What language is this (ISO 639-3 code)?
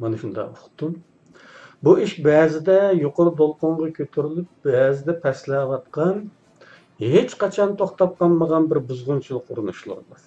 uig